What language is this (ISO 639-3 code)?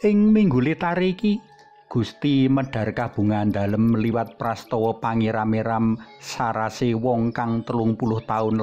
jav